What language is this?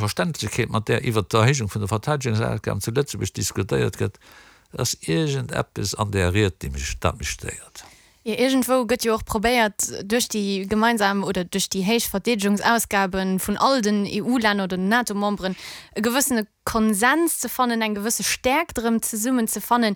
Luxembourgish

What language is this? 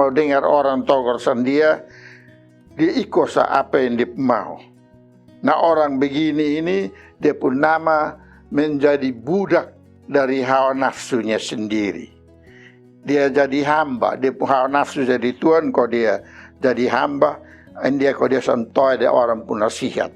Kupang Malay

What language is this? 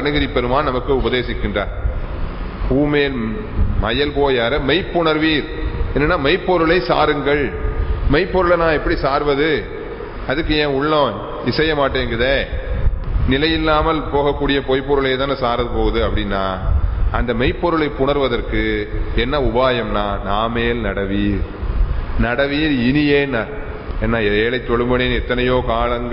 Tamil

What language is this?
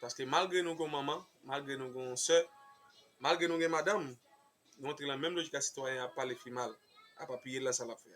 Haitian Creole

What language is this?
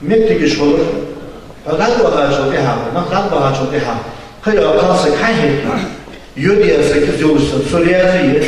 Ingush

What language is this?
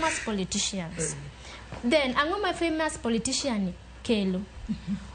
Luo (Kenya and Tanzania)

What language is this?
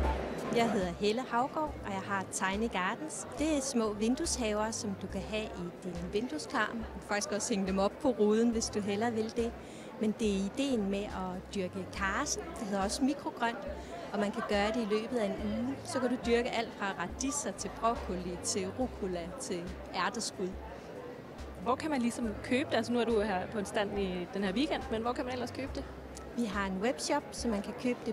Danish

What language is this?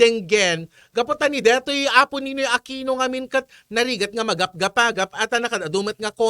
Iloko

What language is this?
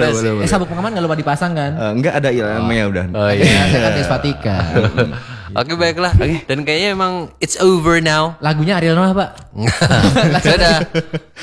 Indonesian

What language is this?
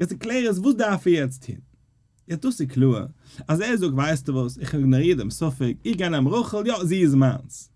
Yiddish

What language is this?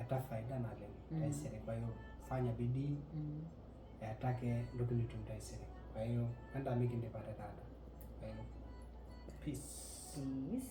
Masai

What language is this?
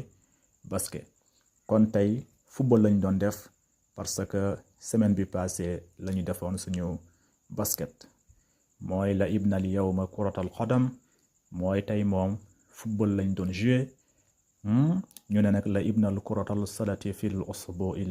Wolof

